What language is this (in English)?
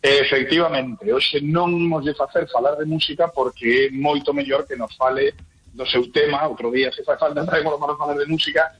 Galician